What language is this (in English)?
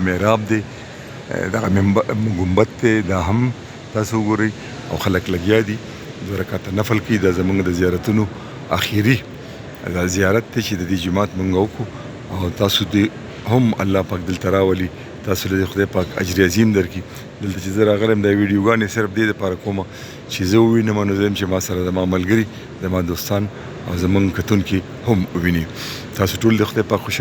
Pashto